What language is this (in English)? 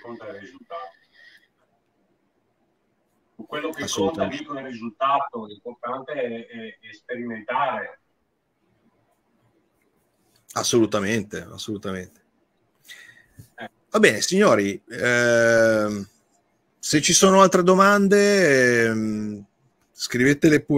Italian